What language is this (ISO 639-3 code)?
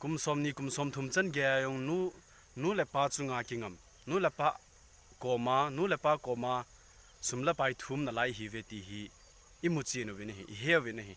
tcz